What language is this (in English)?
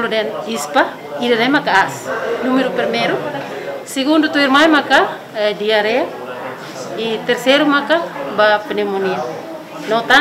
Tetum